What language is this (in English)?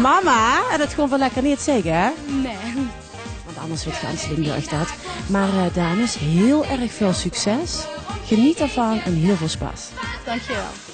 Limburgish